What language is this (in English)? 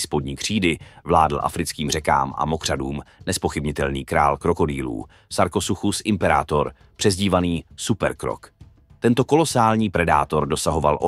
Czech